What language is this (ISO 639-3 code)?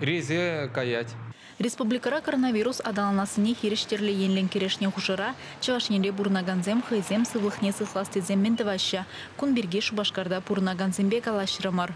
chv